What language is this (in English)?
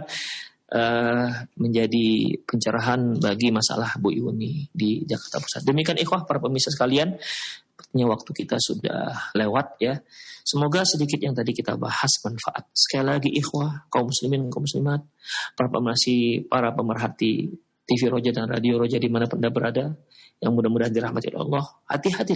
Indonesian